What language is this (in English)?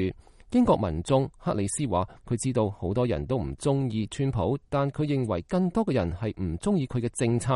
Cantonese